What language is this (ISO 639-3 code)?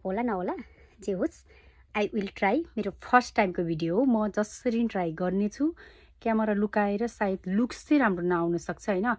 nep